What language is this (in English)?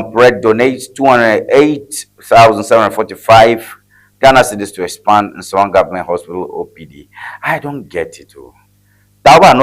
Ewe